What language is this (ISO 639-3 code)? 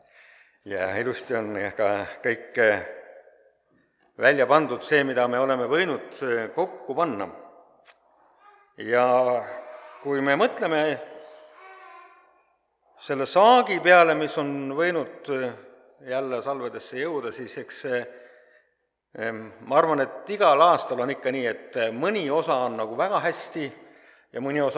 est